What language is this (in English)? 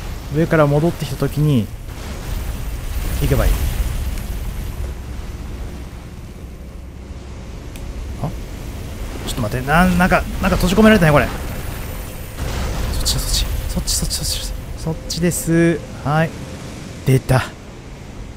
Japanese